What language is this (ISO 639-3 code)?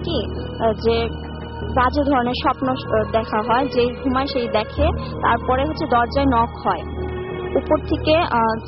ben